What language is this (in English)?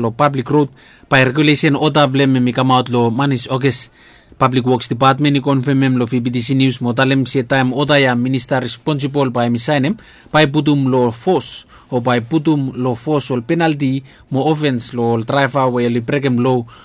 Bislama